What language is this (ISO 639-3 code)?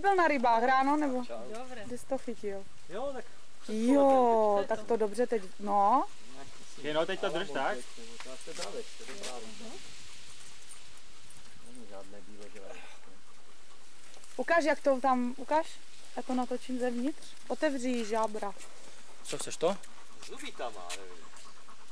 ces